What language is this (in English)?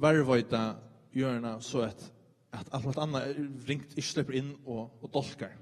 Faroese